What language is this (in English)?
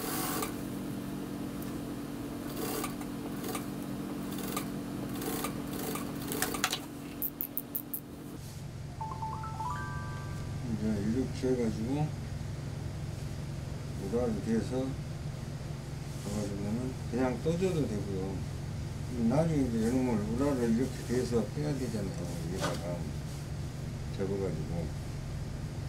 Korean